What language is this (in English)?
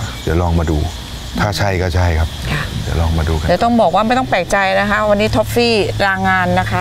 Thai